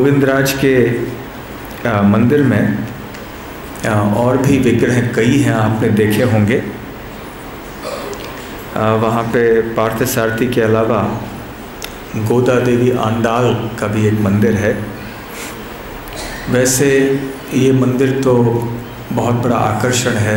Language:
Hindi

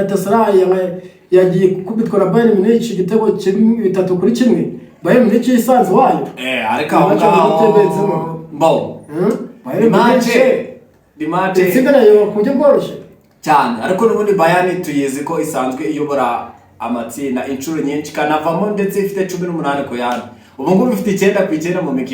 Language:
Kinyarwanda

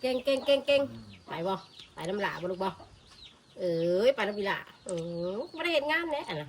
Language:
Northeastern Thai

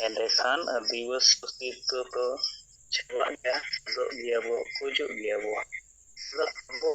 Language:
Santali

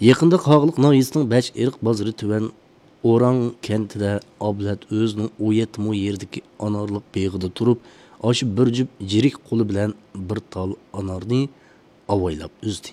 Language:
Uyghur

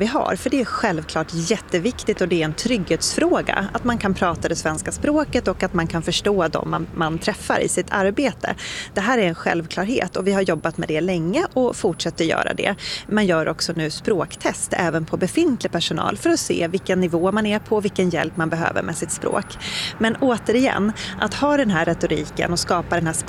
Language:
Swedish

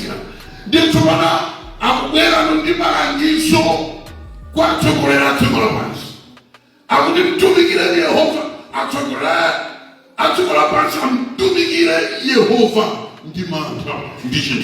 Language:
Nyanja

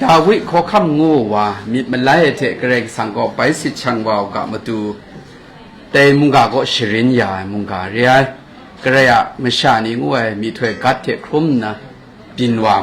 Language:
Kachin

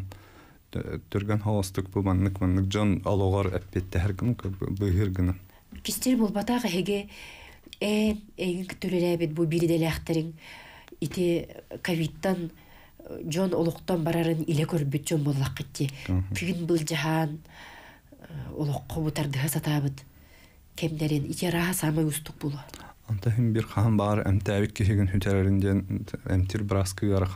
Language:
Yakut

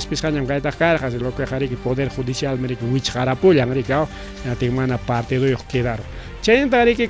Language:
Ayacucho Quechua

